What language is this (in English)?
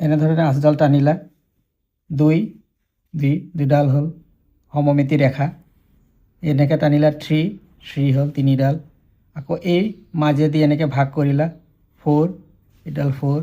Assamese